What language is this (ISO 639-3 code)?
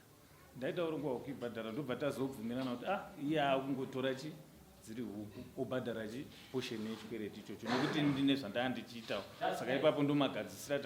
sna